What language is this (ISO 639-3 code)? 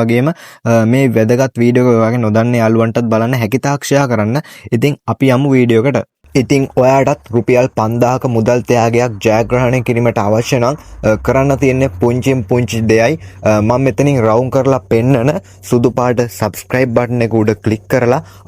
sin